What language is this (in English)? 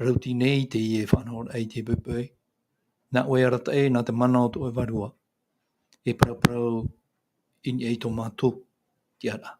Tahitian